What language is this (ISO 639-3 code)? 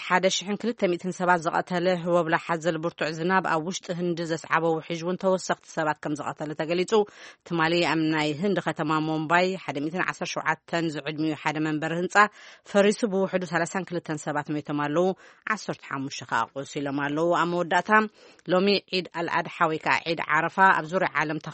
tir